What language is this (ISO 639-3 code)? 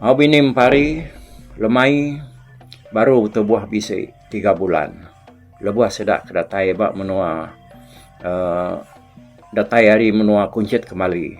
iba